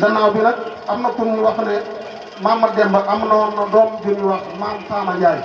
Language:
Wolof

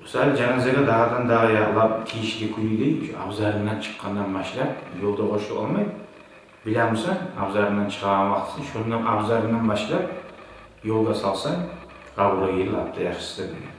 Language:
Kumyk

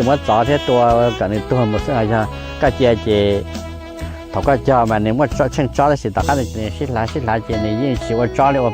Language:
Hmong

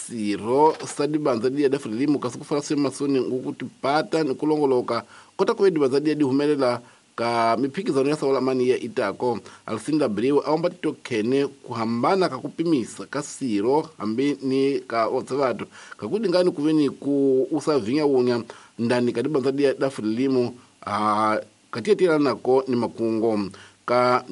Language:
Tsonga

